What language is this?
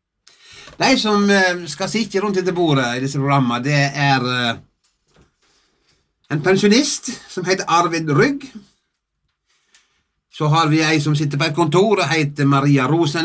Norwegian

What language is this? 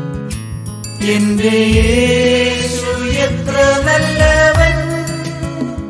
Malayalam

